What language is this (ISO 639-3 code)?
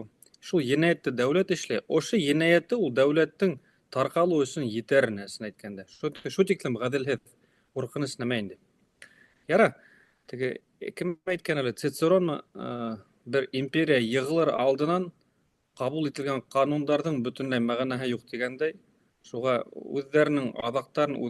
bak